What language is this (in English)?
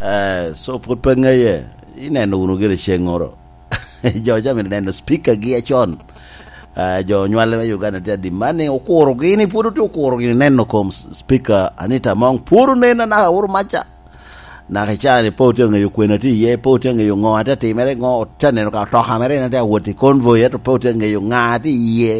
Lango (Uganda)